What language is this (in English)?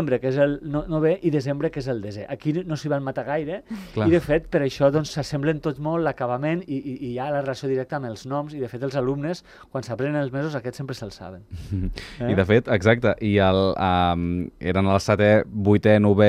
Catalan